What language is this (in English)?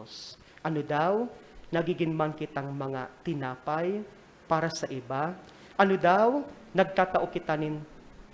Bikol